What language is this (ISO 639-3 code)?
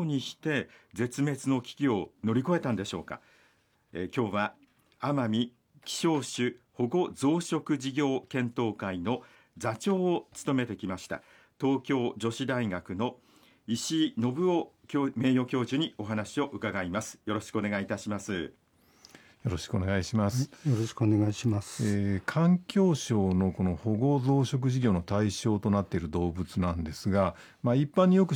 jpn